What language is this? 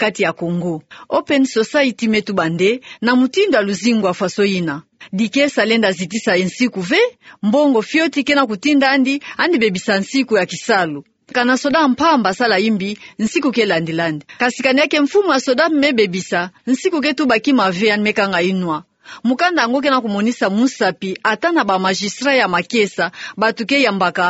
Kituba (Democratic Republic of Congo)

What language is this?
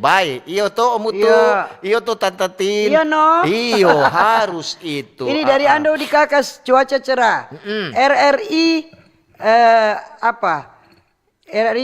Manado Malay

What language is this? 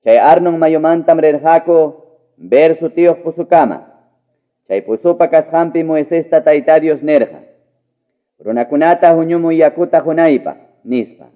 Quechua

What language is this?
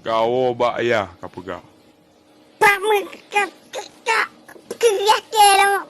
Achinese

